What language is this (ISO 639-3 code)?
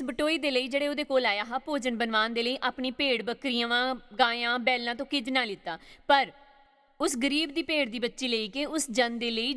doi